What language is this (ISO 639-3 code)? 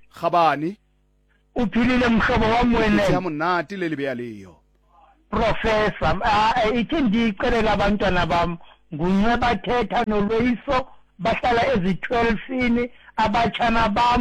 sot